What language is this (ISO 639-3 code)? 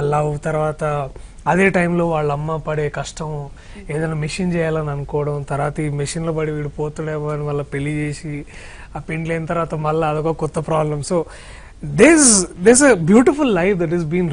tel